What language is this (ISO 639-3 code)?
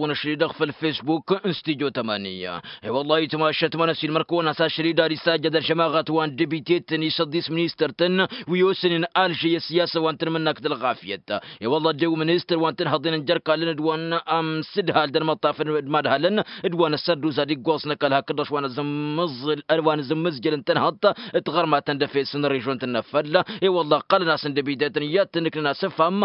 taq